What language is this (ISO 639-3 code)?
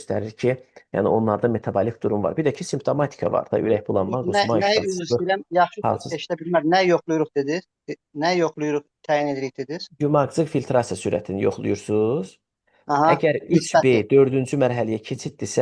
aze